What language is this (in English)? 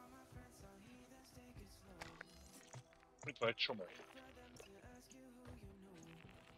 Hungarian